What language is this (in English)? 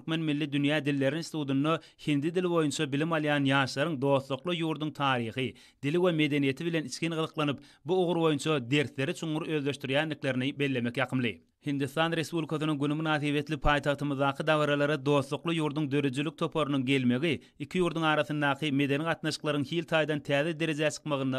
Turkmen